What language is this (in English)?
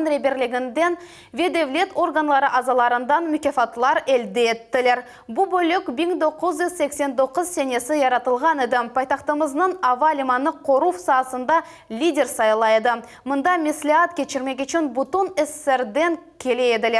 Crimean Tatar